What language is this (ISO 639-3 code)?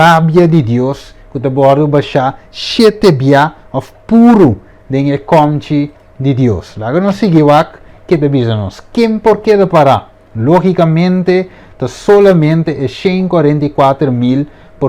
pap